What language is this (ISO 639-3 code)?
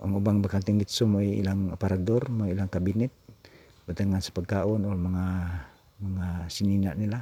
ceb